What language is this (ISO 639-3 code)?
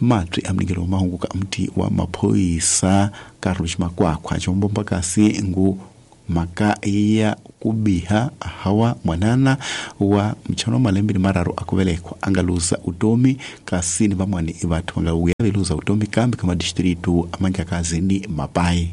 tso